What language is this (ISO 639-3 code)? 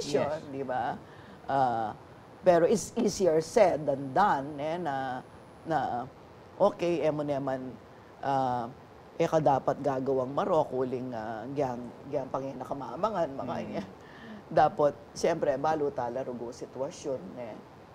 pam